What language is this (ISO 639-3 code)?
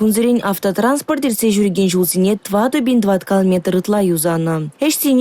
chv